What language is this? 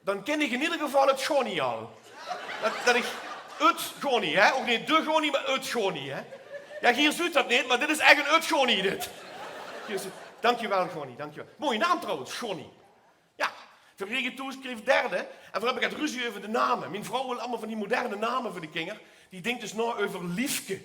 Limburgish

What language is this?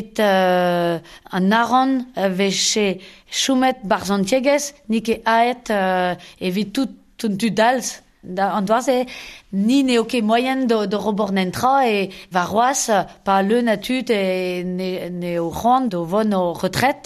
Breton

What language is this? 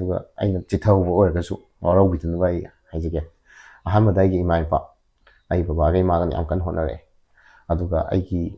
Manipuri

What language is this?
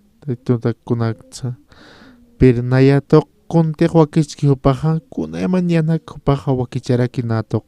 Aymara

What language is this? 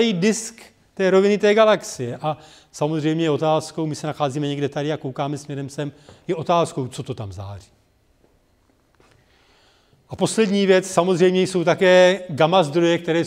Czech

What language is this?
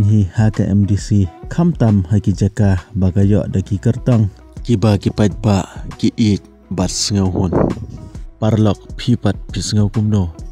Khasi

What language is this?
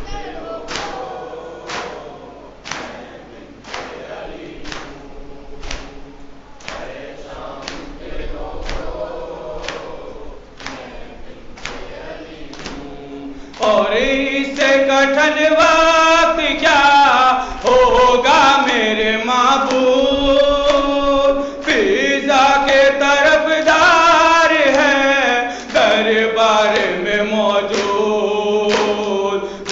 Urdu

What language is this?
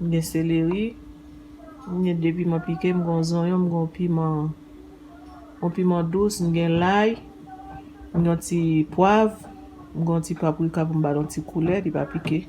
Haitian Creole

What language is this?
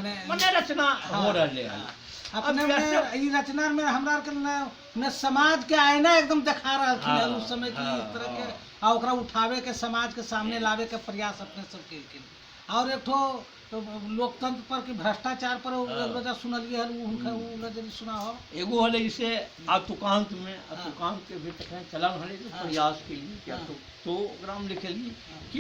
Magahi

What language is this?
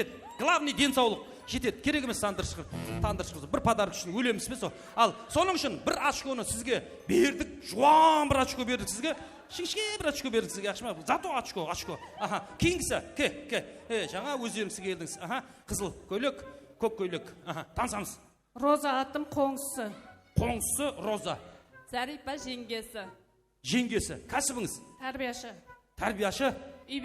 Kara-Kalpak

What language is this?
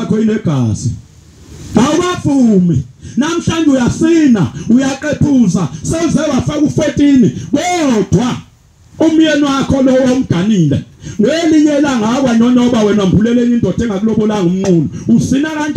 Zulu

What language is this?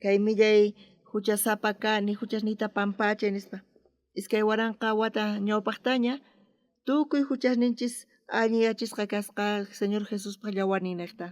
South Bolivian Quechua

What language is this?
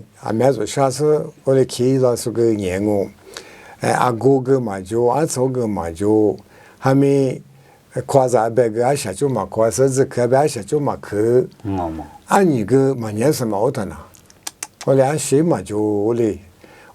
Lisu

